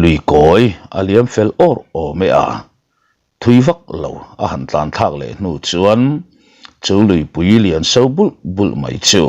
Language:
Mizo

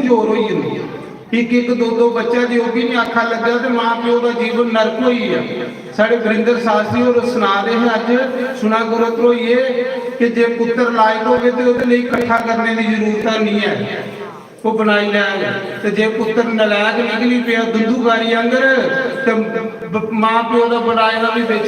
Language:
Dogri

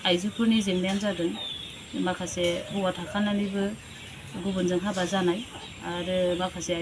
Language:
Bodo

